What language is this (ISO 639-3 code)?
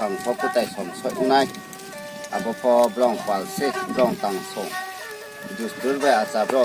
ria